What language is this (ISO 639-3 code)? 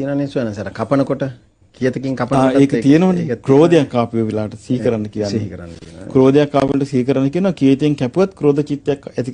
sin